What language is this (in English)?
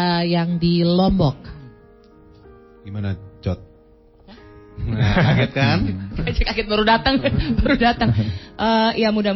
Indonesian